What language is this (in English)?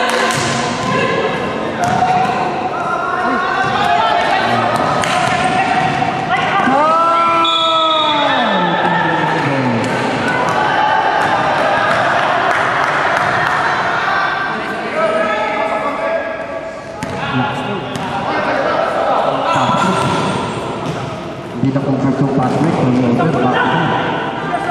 Filipino